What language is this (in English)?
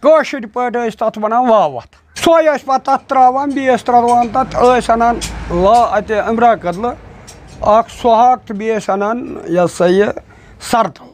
Kashmiri